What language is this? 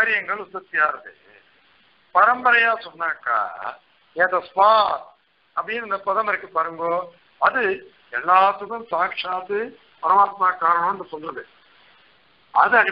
Tamil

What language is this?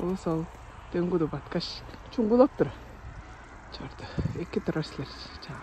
Tuvinian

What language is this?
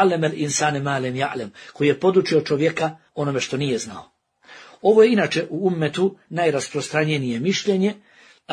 Bosnian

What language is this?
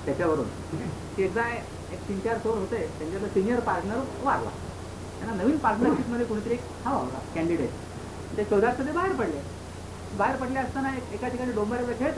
Marathi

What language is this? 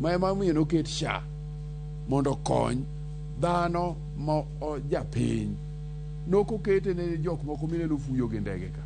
Luo (Kenya and Tanzania)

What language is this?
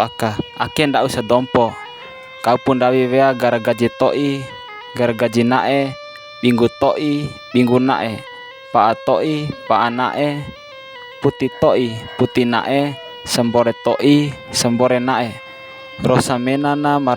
Bima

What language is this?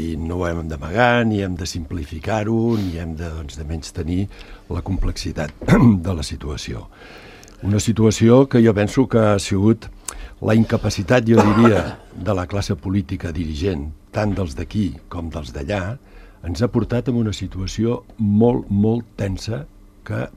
Catalan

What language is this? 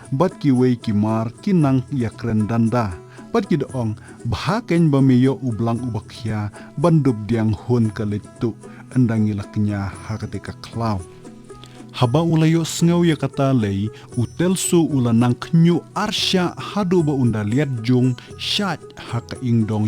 Khasi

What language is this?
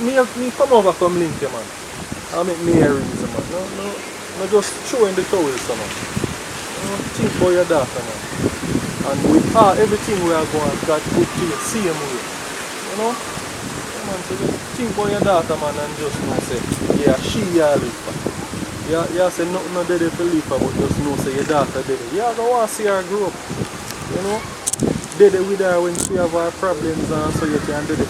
Jamaican Creole English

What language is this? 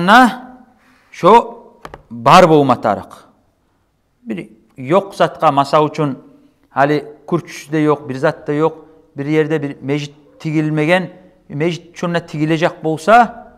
Kumyk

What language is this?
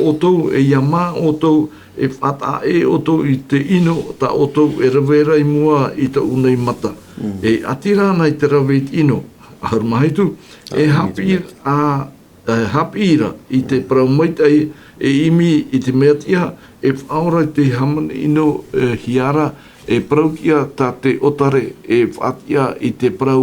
Tahitian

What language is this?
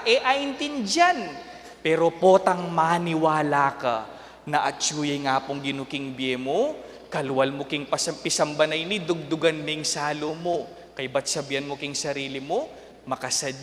Pampanga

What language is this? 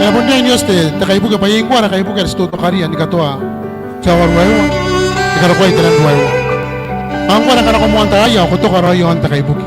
Gilbertese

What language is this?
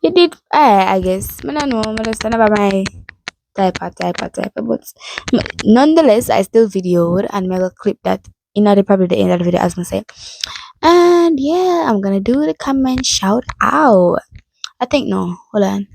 Jamaican Creole English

